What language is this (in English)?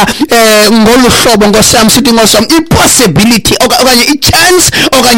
Xhosa